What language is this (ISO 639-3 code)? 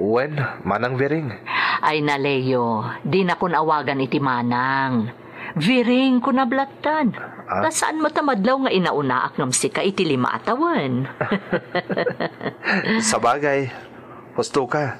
ilo